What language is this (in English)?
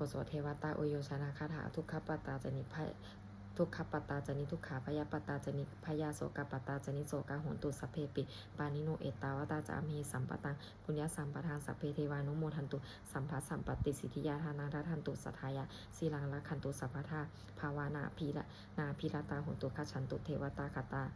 Pali